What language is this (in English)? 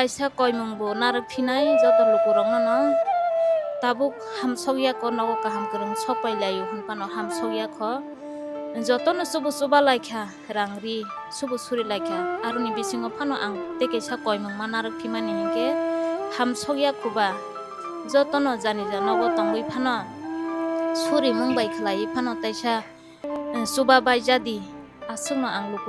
Kok Borok